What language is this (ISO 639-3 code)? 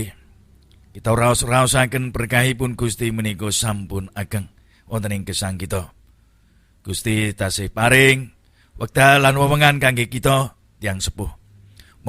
jav